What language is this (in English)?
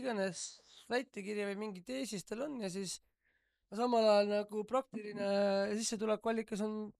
Estonian